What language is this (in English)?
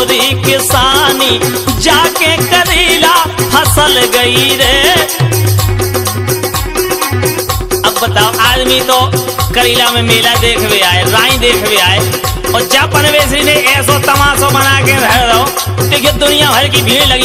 Bundeli